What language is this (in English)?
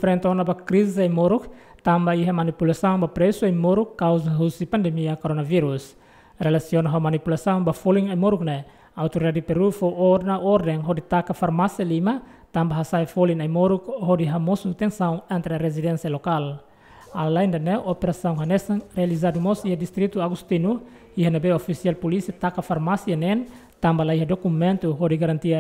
Tetum